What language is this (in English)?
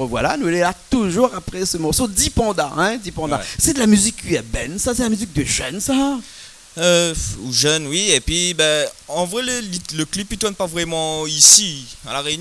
Réunion Creole French